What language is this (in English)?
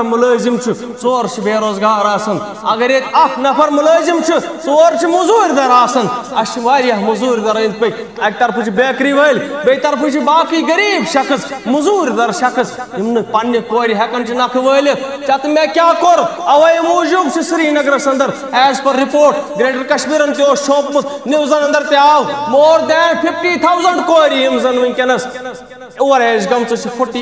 Kashmiri